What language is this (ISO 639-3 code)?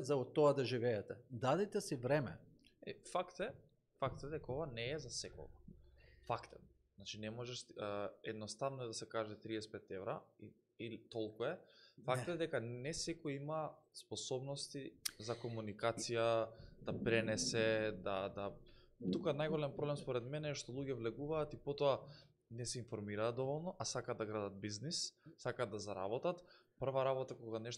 mkd